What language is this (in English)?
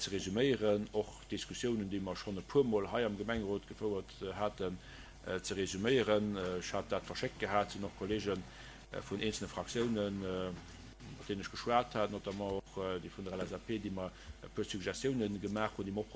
Luxembourgish